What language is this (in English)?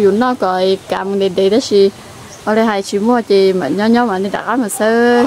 Hmong